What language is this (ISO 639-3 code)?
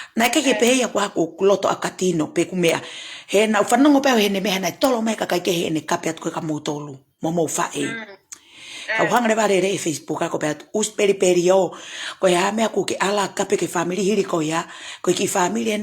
ton